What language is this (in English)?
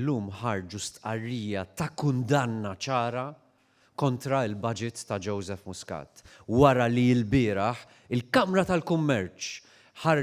Maltese